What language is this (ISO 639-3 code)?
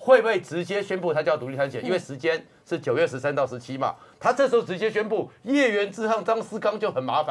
zho